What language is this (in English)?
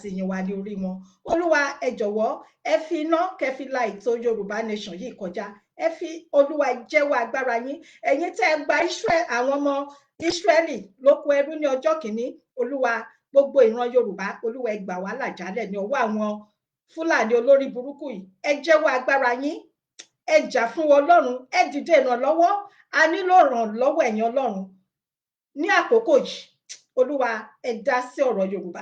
Yoruba